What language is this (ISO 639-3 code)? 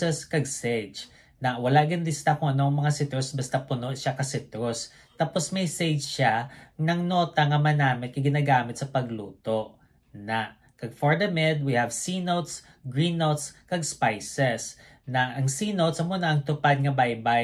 hil